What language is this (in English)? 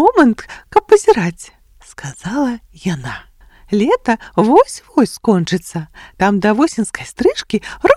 Belarusian